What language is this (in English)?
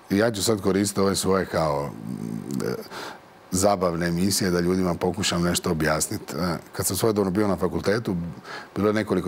Croatian